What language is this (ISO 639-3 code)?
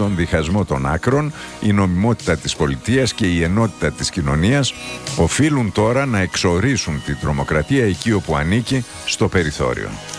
ell